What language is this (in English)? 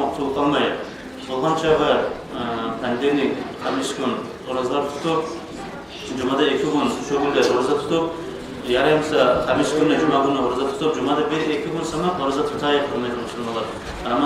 Kumyk